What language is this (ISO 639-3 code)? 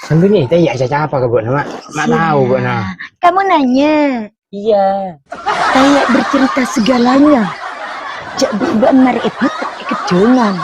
mad